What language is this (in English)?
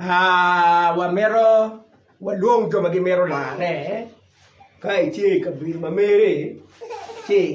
Acoli